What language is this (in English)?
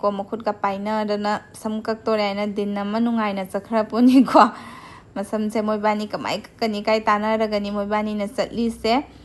Manipuri